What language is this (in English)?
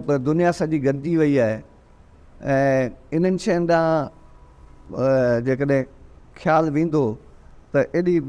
Sindhi